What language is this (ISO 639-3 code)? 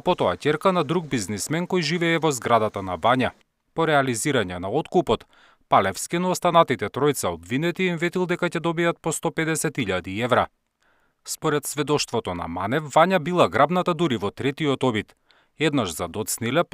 mkd